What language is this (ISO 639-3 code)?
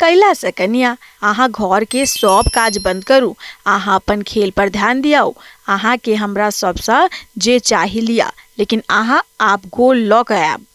mai